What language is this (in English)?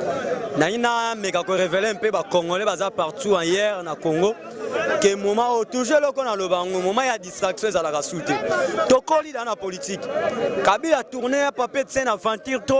Lingala